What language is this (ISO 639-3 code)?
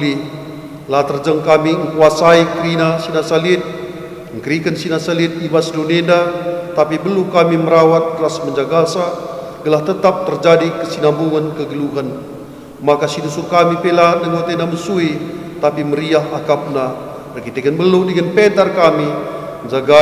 btx